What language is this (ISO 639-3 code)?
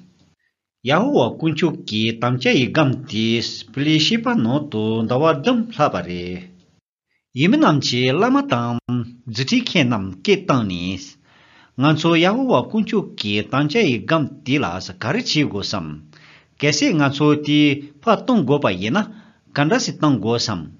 bod